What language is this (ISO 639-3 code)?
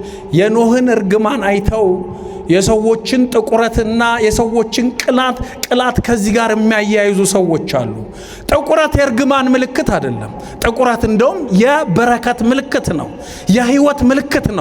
amh